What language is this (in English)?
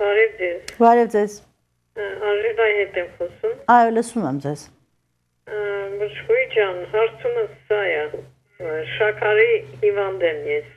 Armenian